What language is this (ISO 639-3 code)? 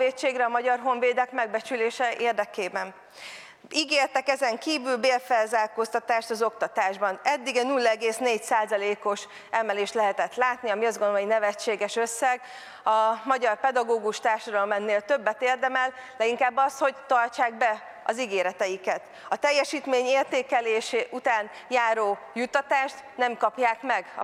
hun